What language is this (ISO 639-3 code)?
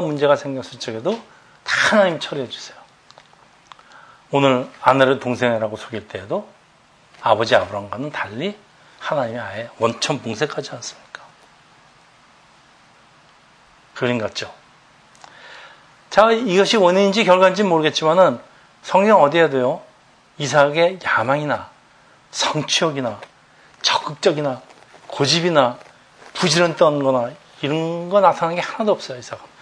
kor